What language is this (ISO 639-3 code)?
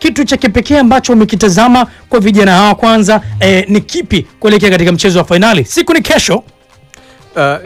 swa